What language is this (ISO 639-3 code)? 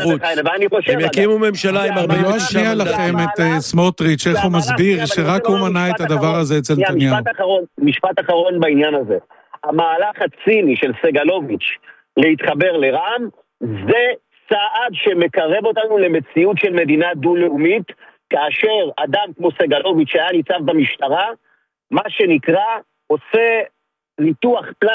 heb